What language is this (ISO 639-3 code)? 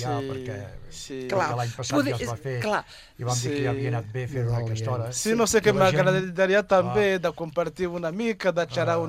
cat